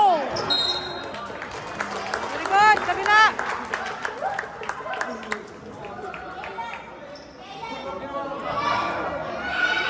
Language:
Filipino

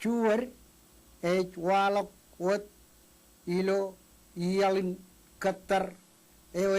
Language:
Marshallese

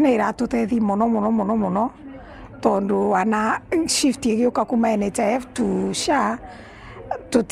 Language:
Meru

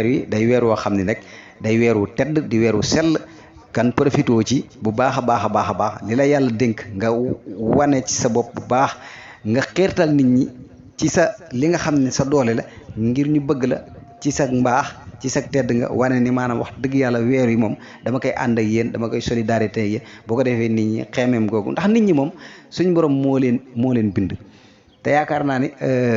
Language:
Wolof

